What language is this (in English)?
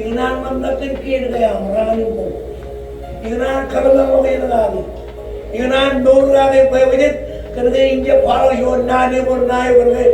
Marshallese